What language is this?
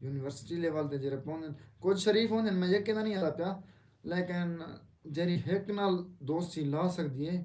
Saraiki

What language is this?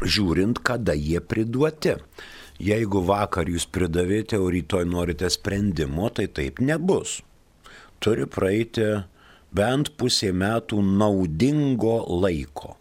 Lithuanian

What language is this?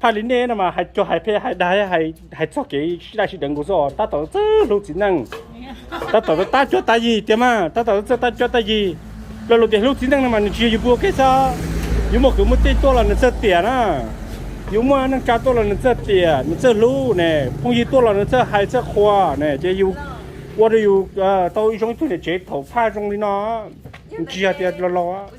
Hmong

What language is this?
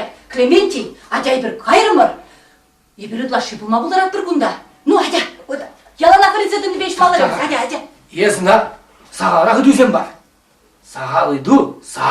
Chuvash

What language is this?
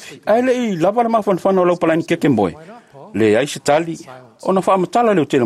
Samoan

